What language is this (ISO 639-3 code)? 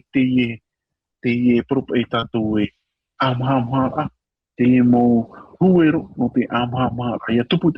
tah